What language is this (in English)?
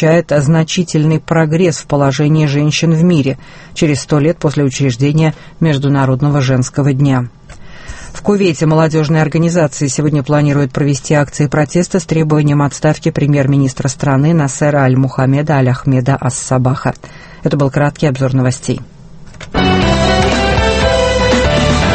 Russian